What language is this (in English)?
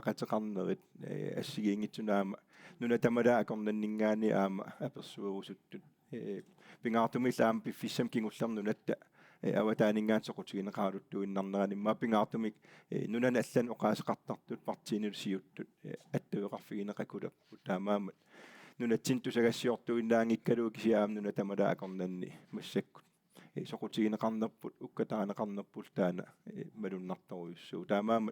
Kalaallisut